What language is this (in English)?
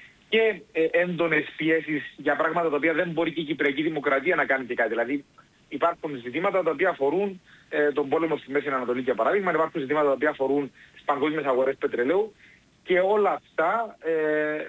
Greek